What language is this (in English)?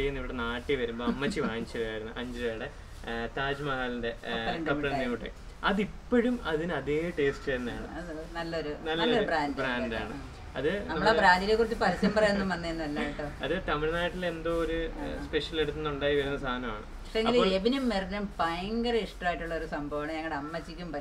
Malayalam